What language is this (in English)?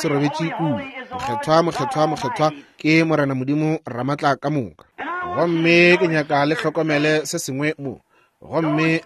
Northern Sotho